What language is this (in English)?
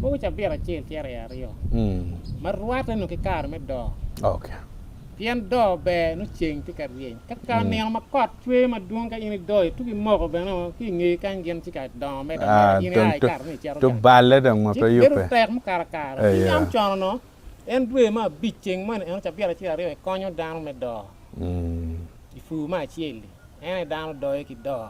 Acoli